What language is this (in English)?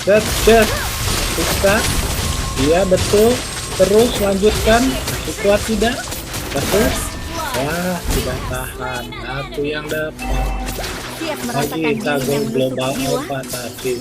Sundanese